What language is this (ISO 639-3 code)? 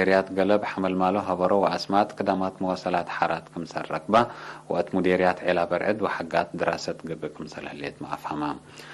tig